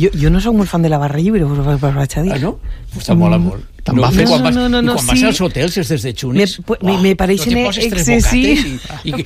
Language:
Catalan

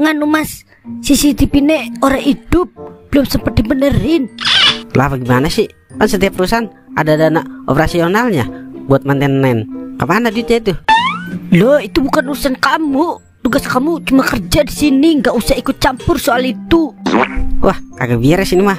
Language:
Betawi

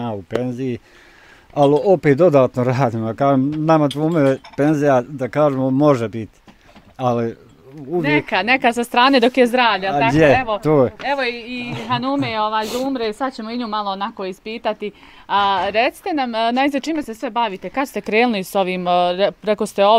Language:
Bosnian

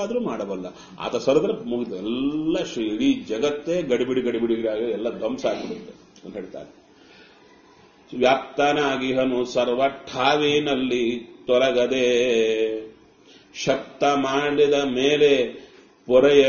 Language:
Kannada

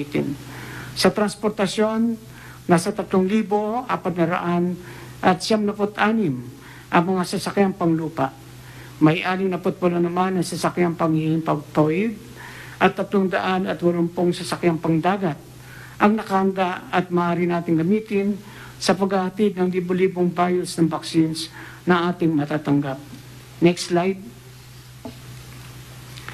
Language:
Filipino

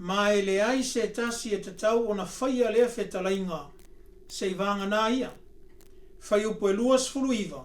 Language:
Samoan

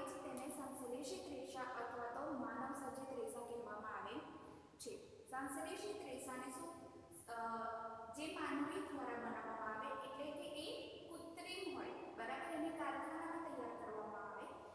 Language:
Gujarati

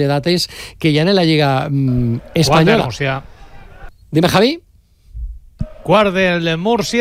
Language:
Catalan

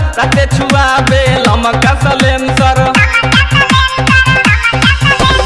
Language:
Bhojpuri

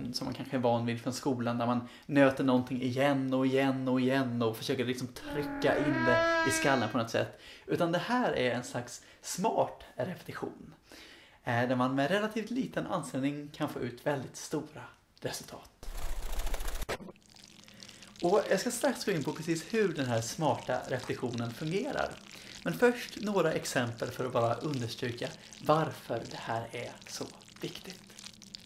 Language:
Swedish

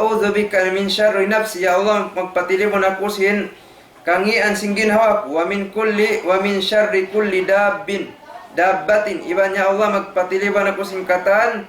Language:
Tausug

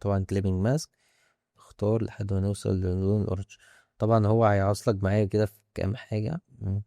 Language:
Egyptian Arabic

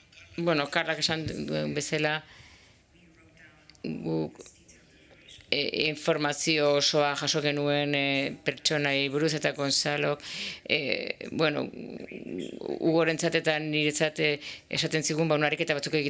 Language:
Basque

